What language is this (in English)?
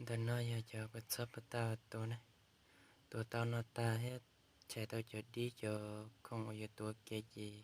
Hmong